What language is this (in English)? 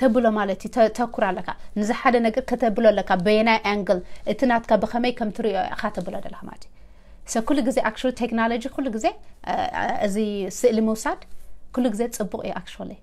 Tigrinya